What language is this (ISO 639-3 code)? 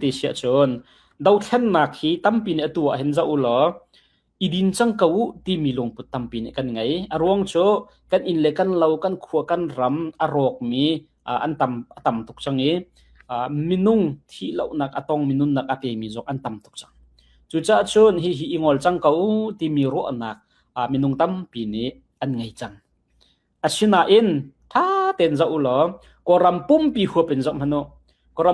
cnh